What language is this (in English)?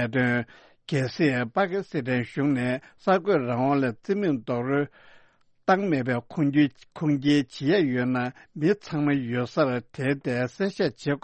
Tibetan